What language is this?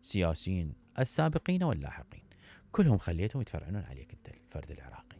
Mesopotamian Arabic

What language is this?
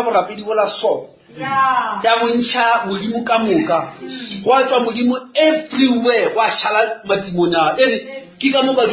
Northern Sotho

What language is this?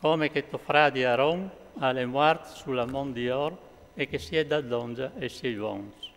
Friulian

